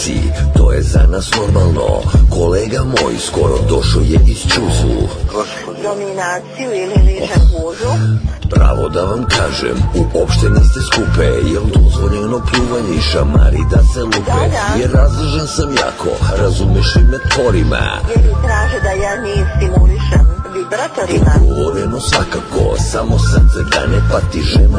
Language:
Serbian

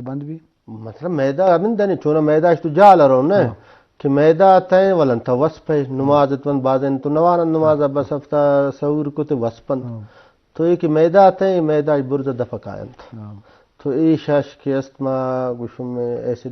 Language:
Eastern Balochi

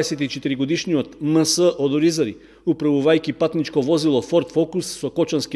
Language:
Macedonian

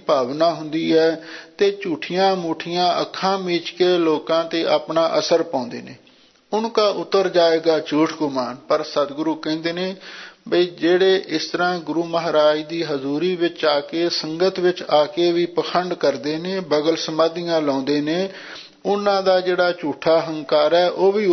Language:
Punjabi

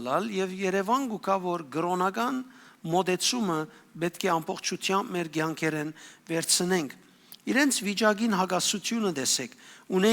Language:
Western Armenian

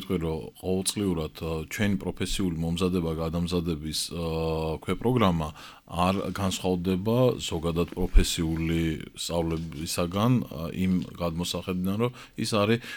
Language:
Georgian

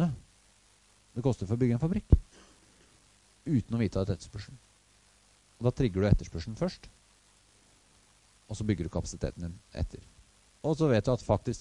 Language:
Norwegian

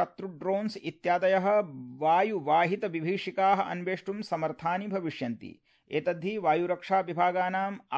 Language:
Sanskrit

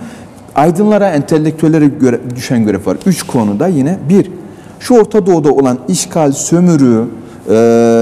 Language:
Turkish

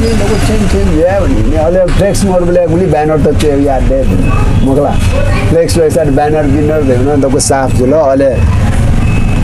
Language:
Newari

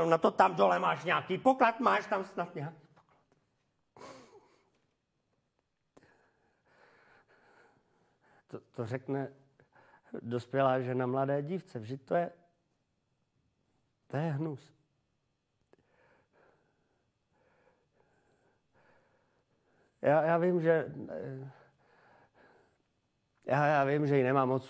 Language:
Czech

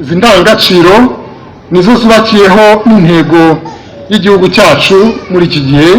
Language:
Kinyarwanda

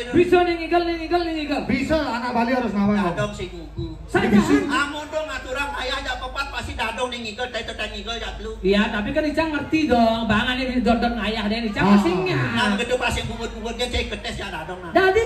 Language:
Balinese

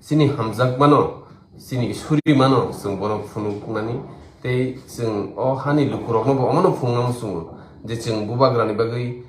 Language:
Kok Borok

